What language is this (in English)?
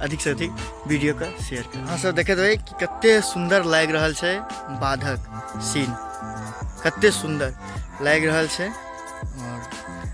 Maithili